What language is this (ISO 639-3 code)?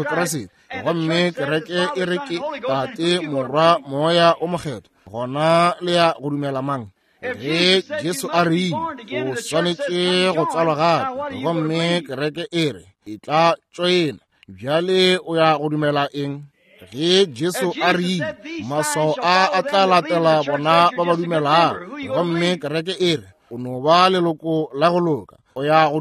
nso